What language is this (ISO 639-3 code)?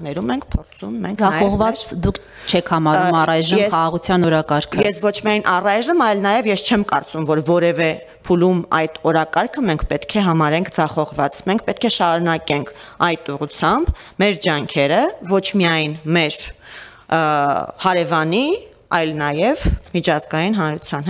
hye